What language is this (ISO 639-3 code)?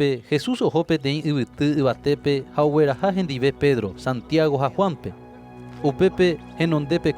grn